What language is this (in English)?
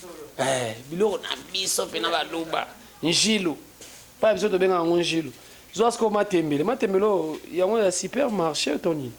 Lingala